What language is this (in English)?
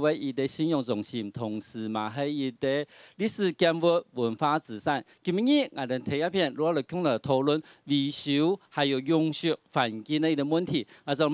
Hakka Chinese